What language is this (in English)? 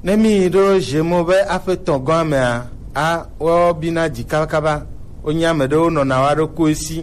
Gen